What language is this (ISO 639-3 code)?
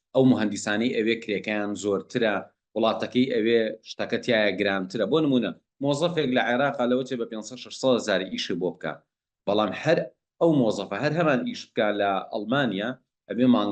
ckb